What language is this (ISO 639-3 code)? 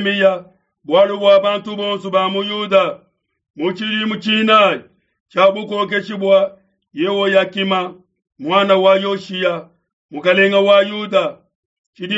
lua